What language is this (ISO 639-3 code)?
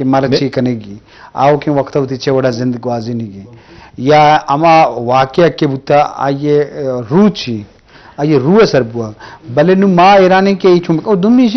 bgp